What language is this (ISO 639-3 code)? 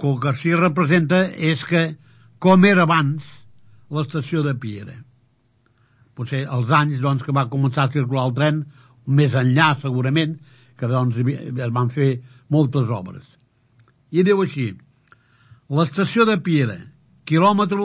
cat